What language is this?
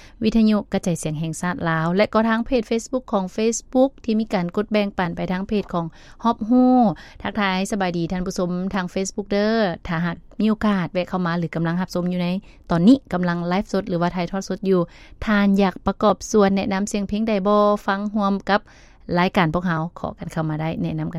Lao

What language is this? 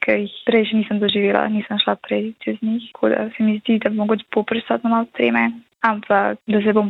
Slovenian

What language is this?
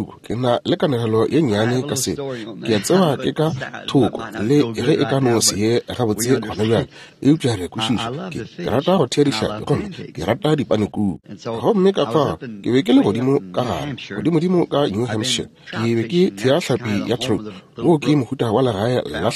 Northern Sotho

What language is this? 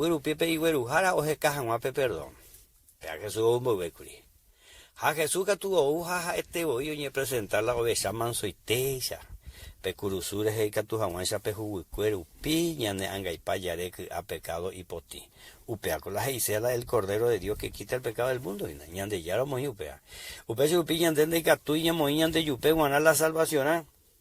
Guarani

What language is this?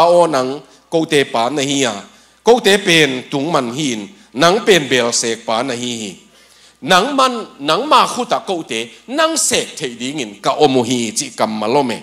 Tedim Chin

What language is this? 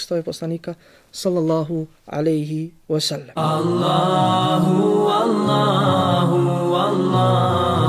Bosnian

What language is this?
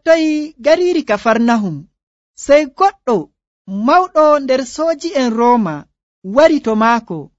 Nigerian Fulfulde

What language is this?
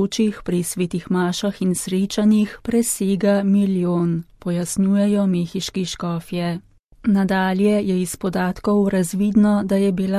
Slovenian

